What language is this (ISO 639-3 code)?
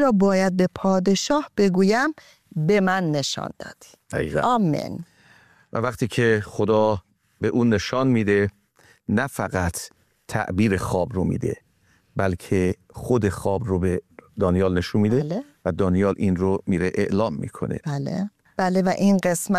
fas